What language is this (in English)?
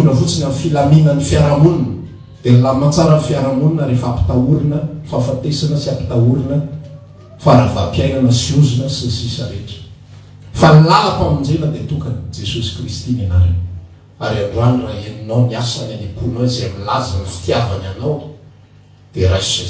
Malagasy